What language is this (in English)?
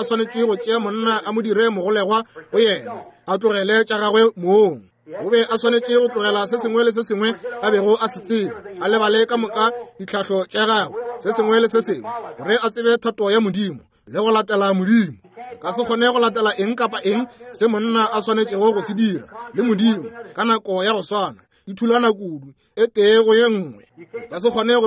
Northern Sotho